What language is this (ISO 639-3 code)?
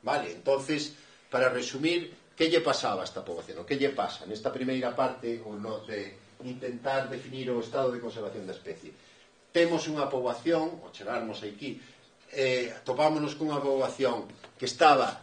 glg